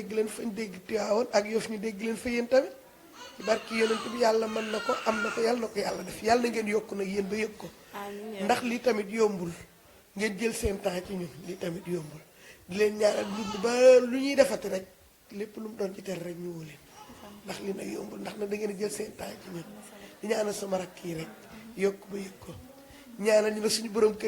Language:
Wolof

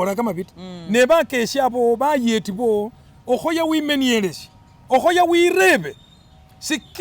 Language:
Masaaba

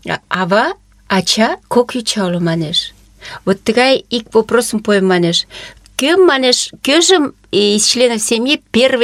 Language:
Mari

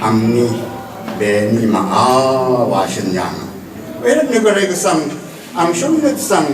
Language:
Rawang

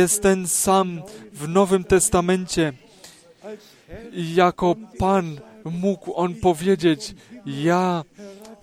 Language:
Polish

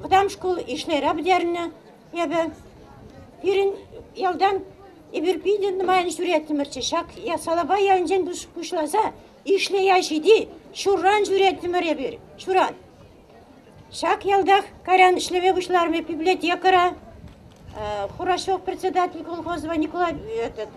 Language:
Chuvash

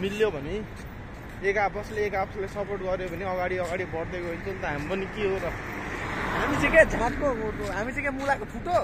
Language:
Nepali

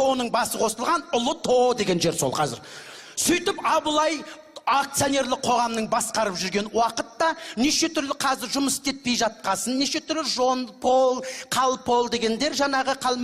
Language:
Kazakh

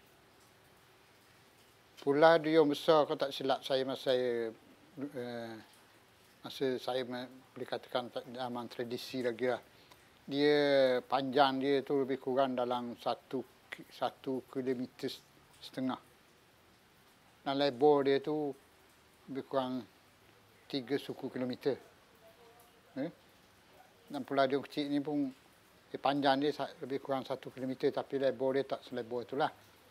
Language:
Malay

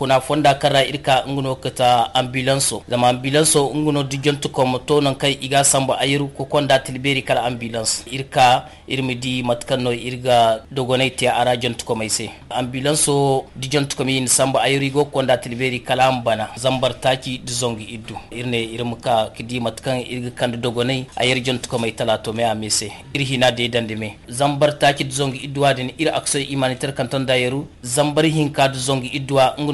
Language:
Zarma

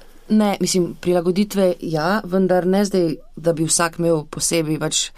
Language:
Slovenian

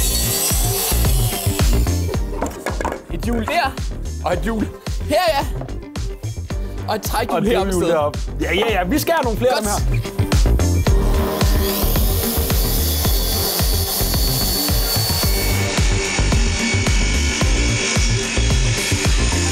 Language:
Danish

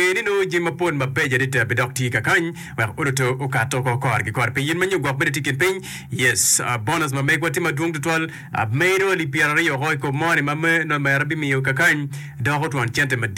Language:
Acoli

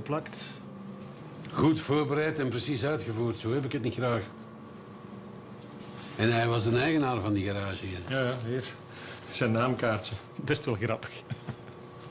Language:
Dutch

